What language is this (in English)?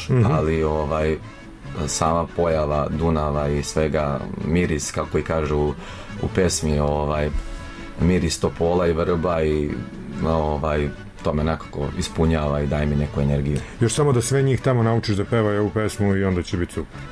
Serbian